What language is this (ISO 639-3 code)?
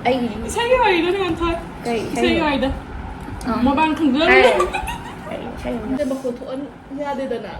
mni